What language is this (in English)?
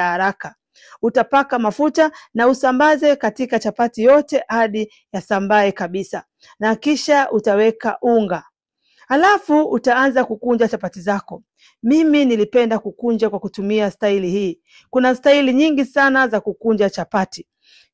Swahili